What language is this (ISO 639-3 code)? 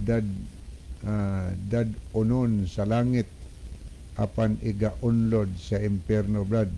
ceb